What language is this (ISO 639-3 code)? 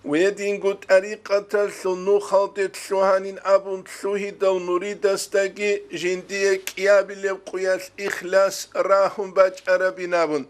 ava